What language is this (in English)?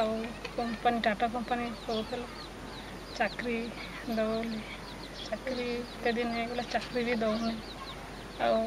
Odia